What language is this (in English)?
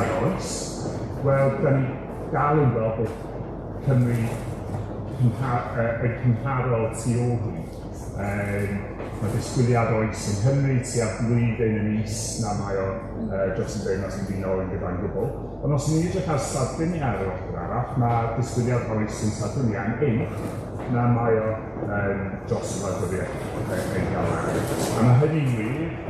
Welsh